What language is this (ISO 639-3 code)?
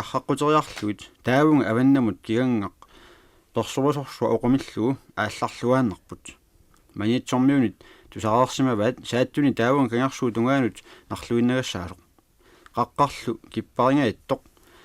kal